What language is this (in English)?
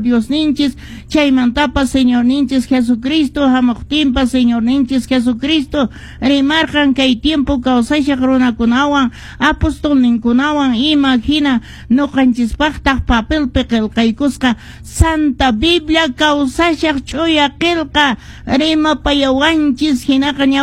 Quechua